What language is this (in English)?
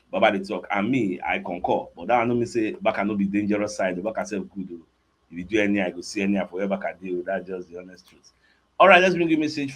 Nigerian Pidgin